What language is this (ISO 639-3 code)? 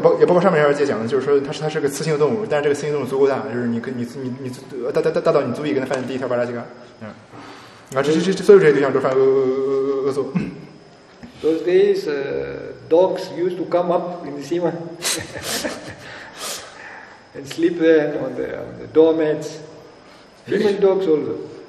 zho